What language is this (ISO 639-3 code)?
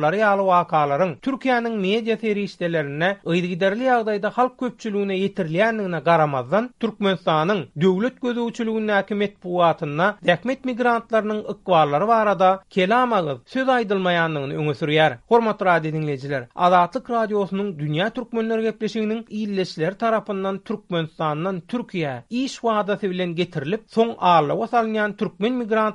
tuk